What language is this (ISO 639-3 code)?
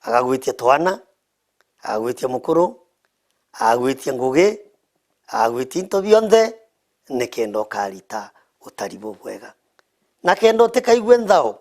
mer